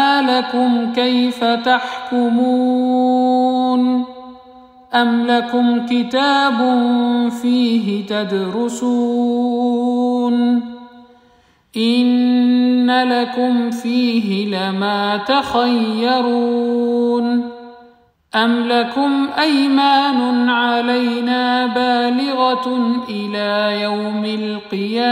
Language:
Arabic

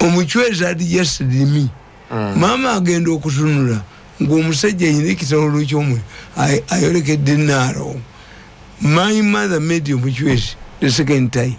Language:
Ganda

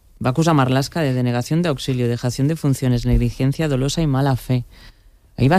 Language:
Catalan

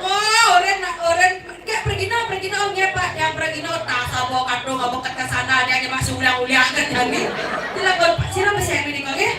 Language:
Balinese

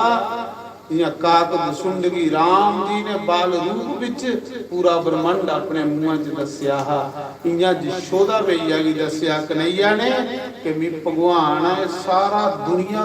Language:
Dogri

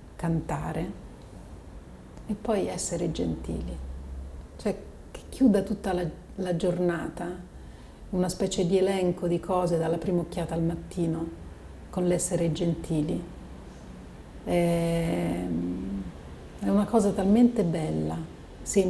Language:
Italian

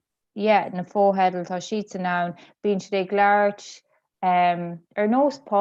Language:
Irish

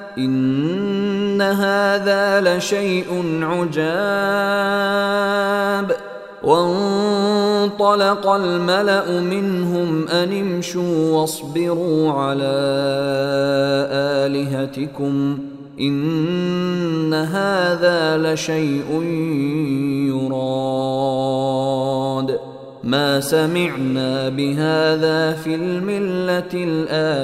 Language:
Arabic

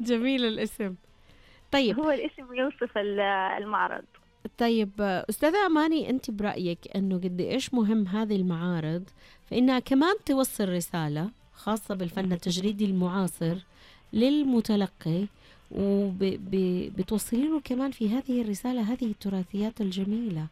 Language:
Najdi Arabic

